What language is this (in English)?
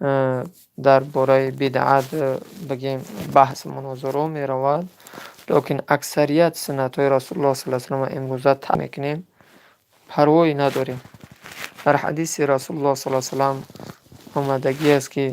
Tajik